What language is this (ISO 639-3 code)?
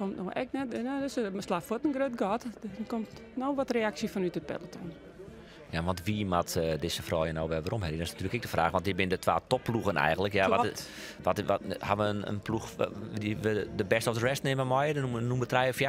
fry